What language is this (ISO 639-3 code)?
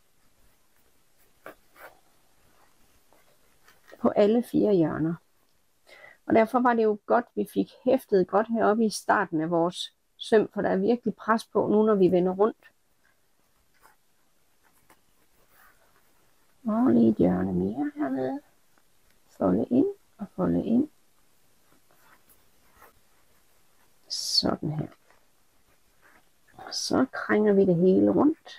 dan